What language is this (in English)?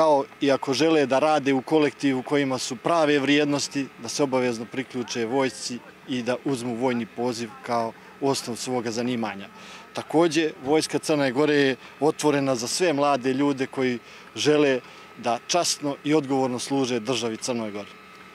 Bosnian